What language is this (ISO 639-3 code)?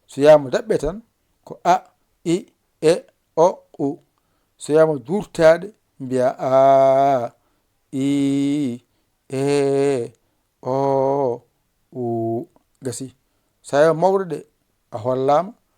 ful